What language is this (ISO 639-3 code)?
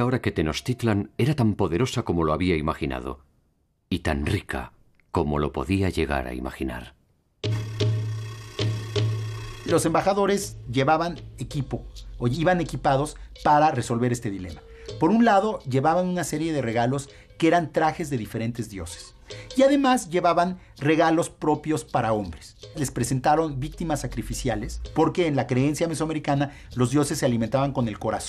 spa